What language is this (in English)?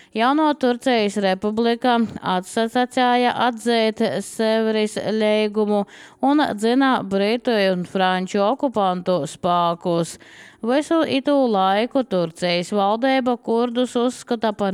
Latvian